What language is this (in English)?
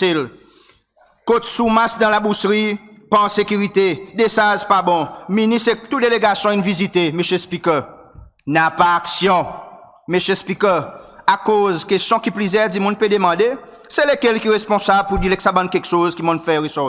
Seselwa Creole French